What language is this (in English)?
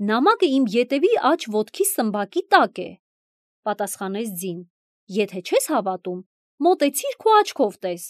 Armenian